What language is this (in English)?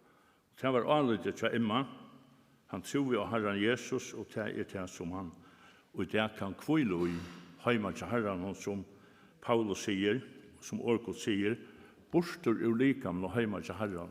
Faroese